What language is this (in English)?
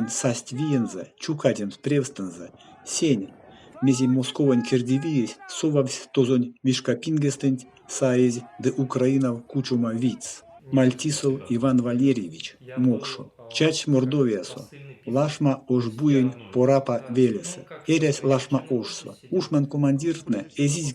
Erzya